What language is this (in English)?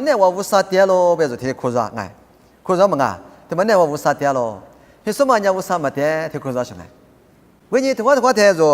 Lisu